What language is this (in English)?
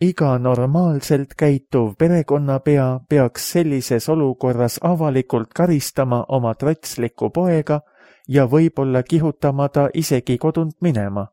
Estonian